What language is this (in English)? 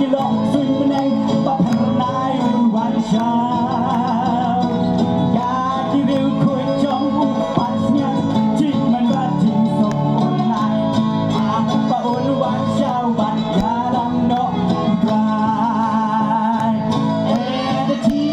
Khasi